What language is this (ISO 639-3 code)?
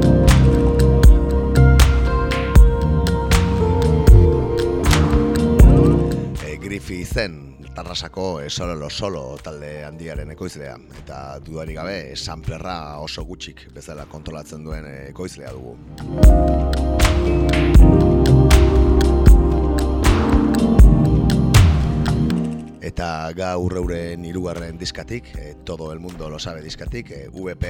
eus